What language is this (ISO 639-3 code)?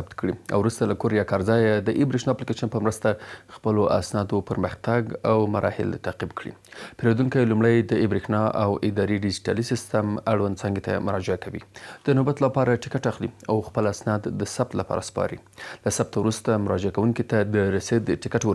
pus